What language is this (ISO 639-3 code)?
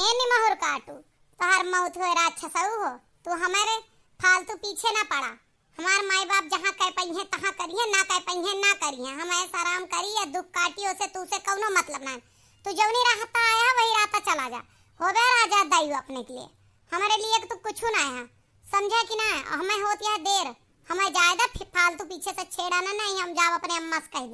awa